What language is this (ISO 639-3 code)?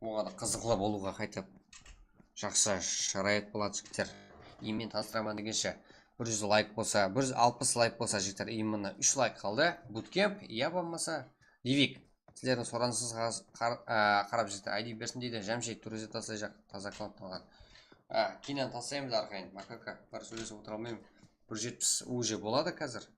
kaa